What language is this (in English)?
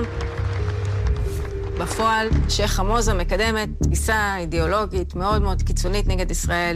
Hebrew